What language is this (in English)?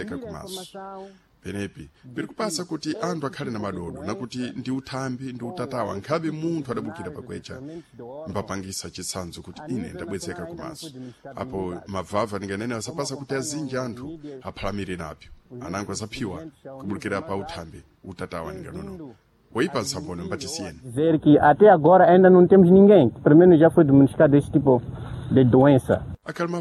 Sena